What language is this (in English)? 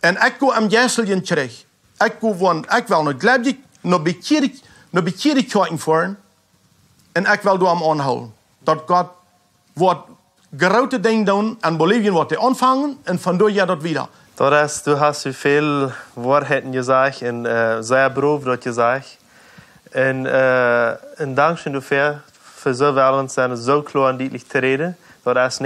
Plautdietsch